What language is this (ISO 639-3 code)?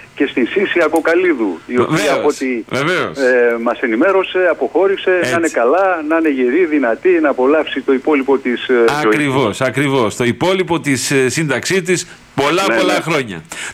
ell